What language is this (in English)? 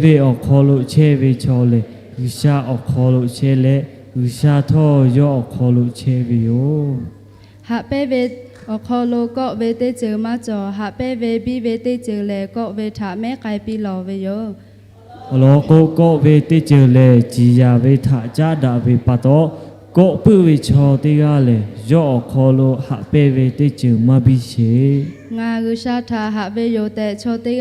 Lahu